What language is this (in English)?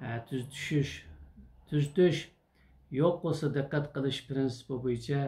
Uyghur